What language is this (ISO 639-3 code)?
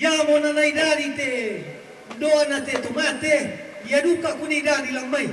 sda